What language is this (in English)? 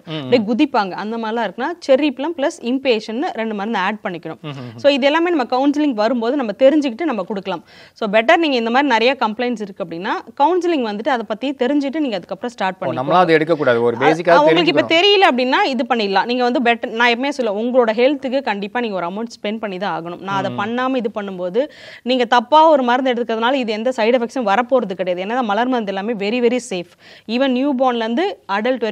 Tamil